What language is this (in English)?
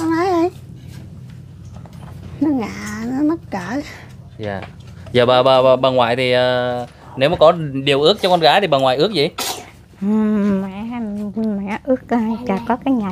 Vietnamese